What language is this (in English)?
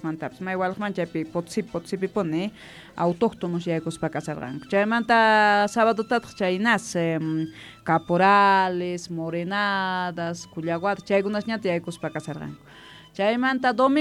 South Bolivian Quechua